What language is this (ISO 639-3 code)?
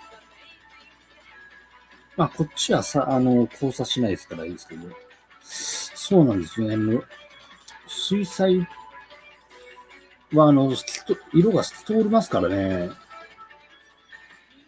jpn